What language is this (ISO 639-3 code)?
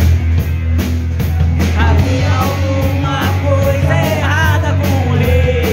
por